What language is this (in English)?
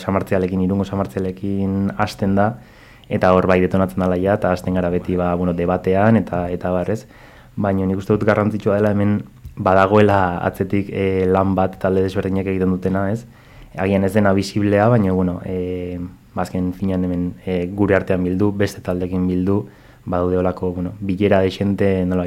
Basque